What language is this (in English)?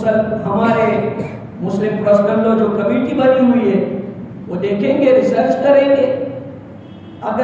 Urdu